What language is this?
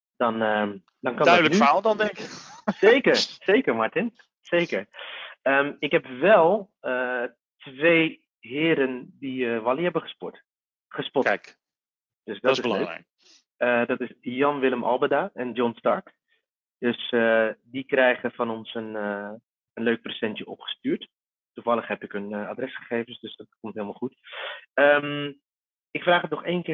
Dutch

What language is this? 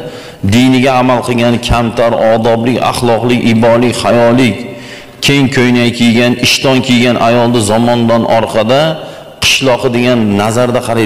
Uzbek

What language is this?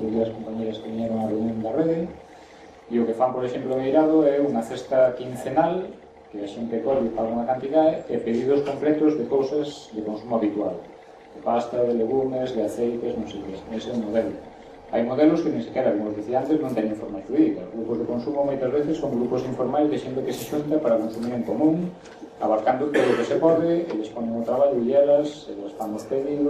Galician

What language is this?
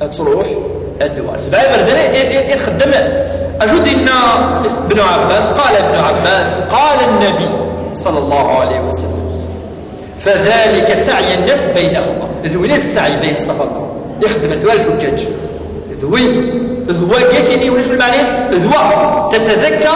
Kabyle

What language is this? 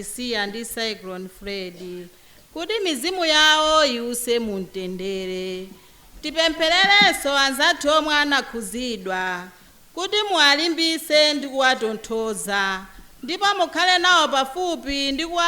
Nyanja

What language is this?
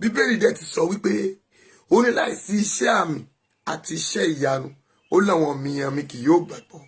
Yoruba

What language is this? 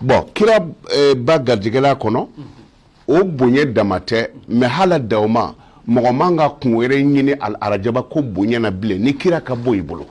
Bambara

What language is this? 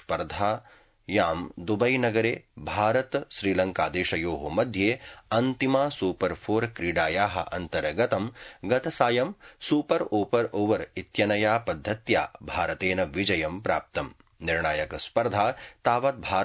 Sanskrit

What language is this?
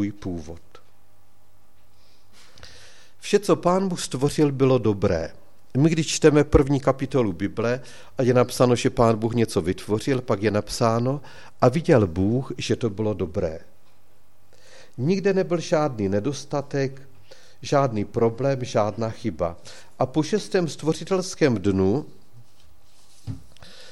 Czech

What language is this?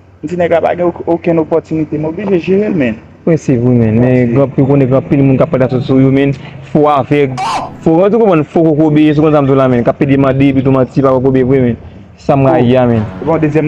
Haitian Creole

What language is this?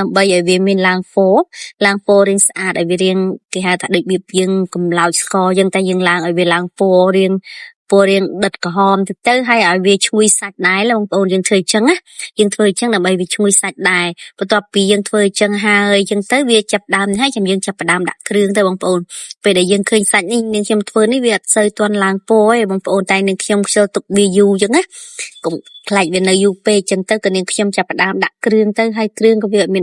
Khmer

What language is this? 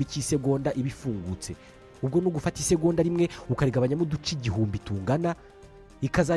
Kinyarwanda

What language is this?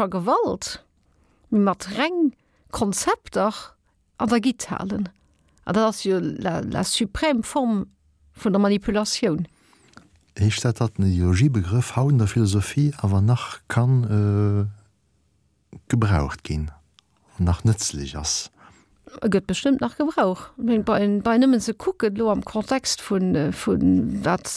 Luxembourgish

